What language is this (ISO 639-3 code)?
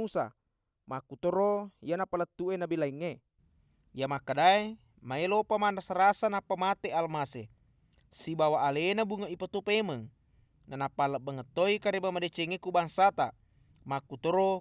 bug